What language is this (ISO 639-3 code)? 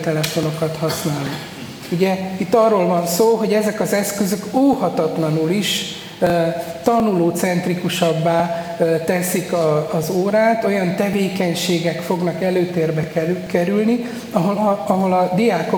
hun